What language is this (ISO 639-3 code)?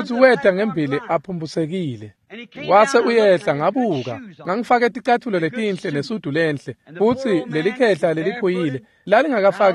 ssw